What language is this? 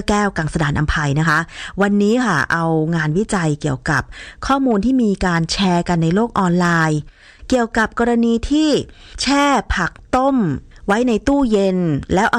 Thai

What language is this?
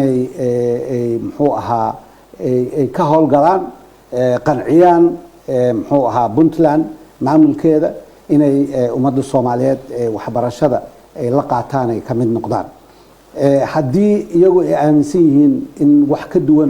Somali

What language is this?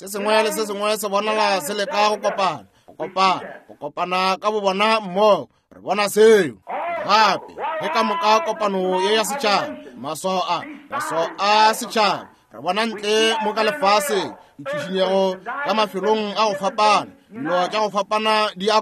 Northern Sotho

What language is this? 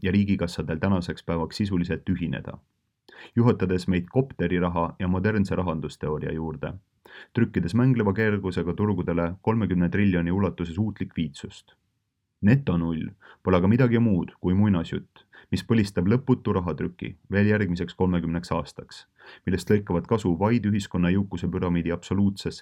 Estonian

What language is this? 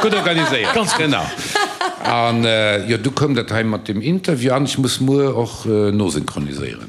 Luxembourgish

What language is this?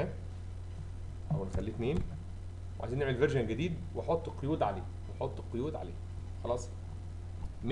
Egyptian Arabic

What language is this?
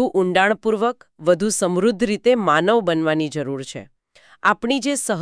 Gujarati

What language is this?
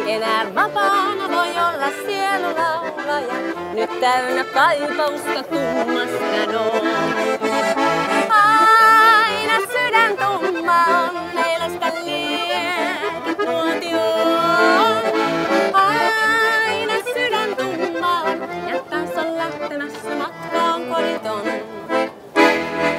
Finnish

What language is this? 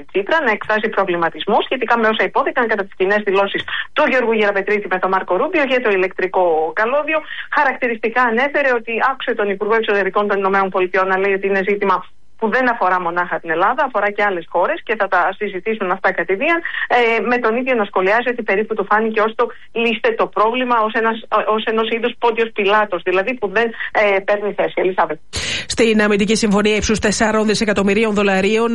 Greek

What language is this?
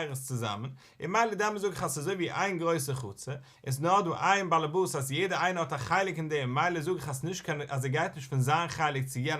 Yiddish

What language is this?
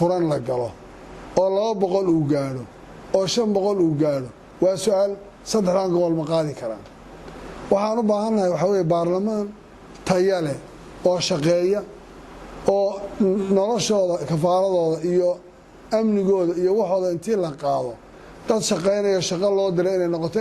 Somali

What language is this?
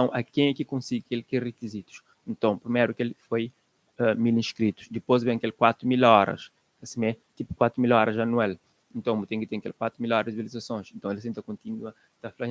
Kabuverdianu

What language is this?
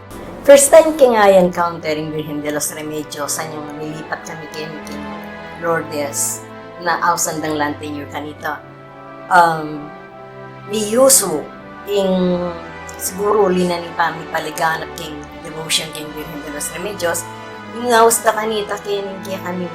Pampanga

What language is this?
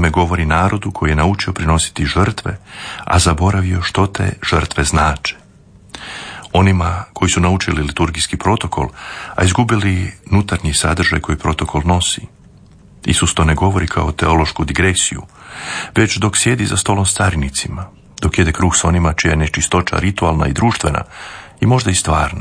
Croatian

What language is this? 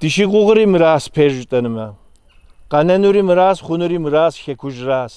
Kabardian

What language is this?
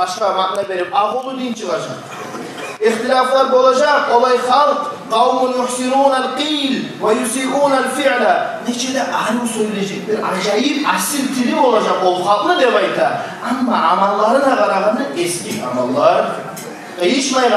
Kumyk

